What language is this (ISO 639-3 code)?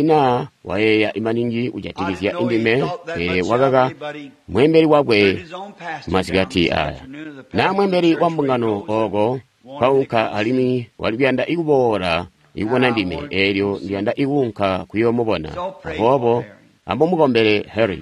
toi